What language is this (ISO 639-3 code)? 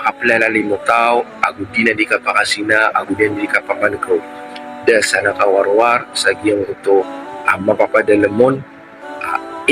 mrw